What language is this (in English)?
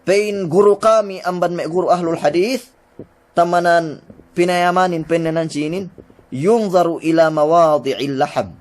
Yakan